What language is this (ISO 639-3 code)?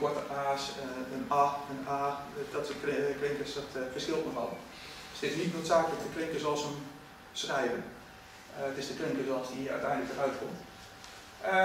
nld